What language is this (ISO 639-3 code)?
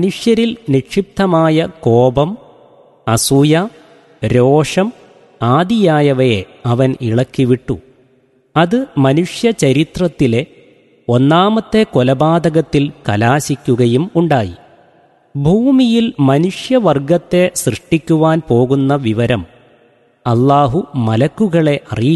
mal